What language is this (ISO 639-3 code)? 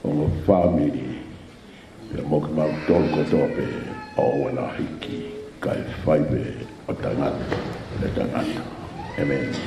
ton